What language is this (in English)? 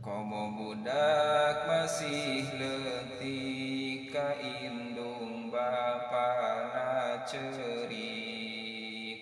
Sundanese